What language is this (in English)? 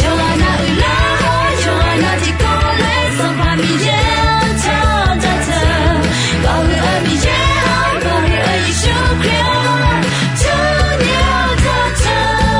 Akha